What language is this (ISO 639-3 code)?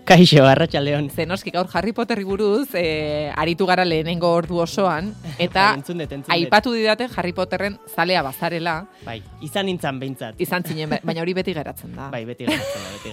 eus